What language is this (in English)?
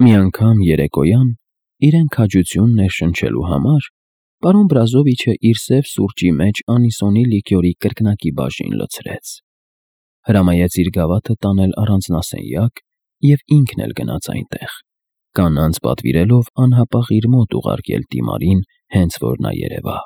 Armenian